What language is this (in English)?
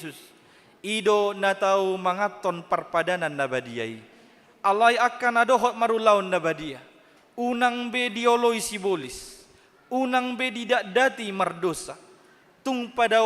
Batak Toba